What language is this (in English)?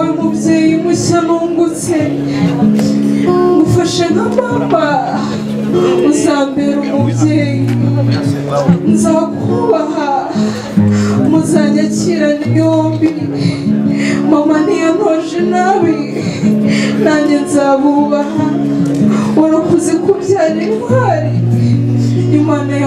Kinyarwanda